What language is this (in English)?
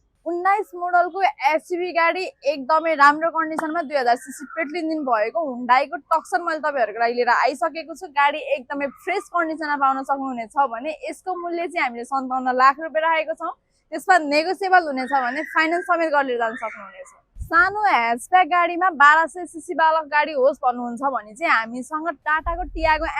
Nepali